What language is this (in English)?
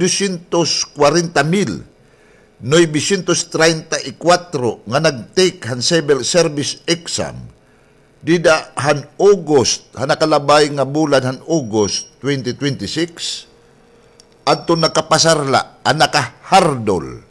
Waray